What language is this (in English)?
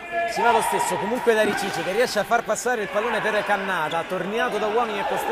Italian